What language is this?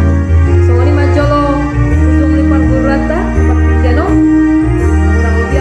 Batak Toba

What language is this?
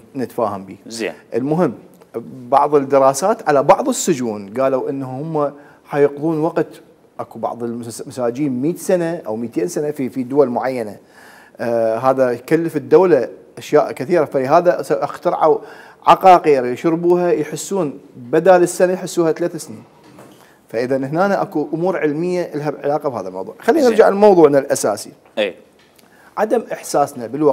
Mesopotamian Arabic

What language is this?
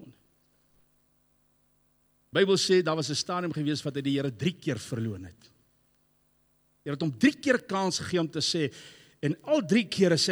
Afrikaans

